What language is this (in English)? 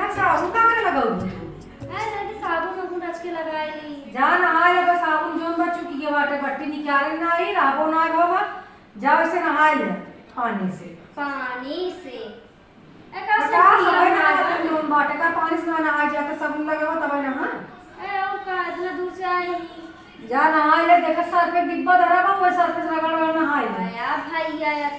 Awadhi